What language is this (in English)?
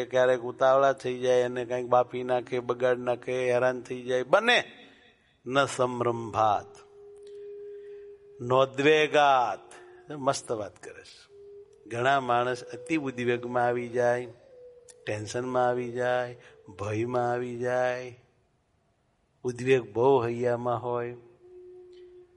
Gujarati